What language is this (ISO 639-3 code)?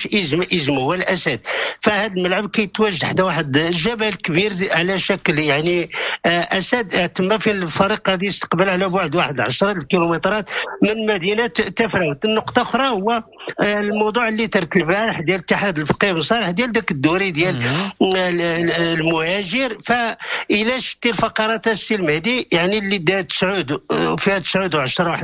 ary